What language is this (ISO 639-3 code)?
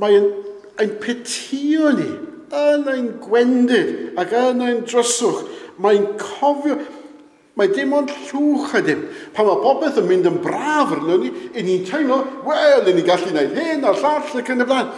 cym